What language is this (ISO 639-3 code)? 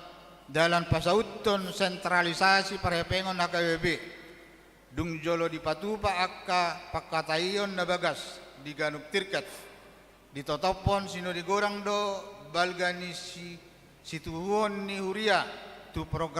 bbc